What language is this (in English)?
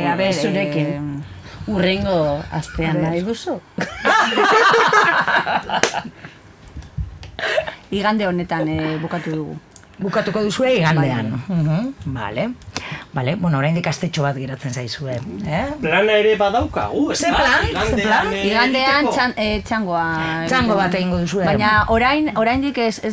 Basque